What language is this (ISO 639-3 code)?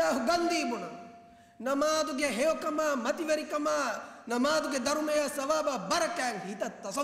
div